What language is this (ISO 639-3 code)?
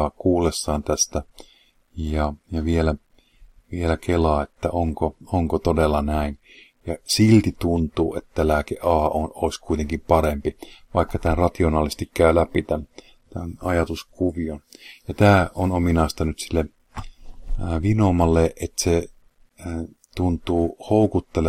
fin